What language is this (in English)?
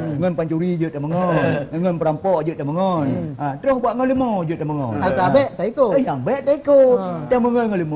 Achinese